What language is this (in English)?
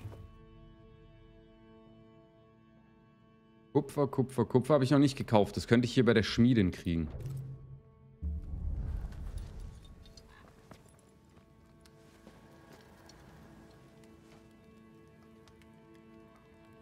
German